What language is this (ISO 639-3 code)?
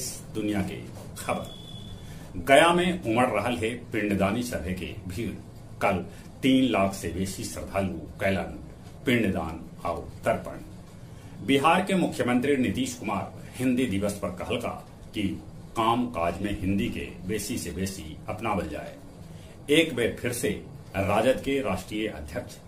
mag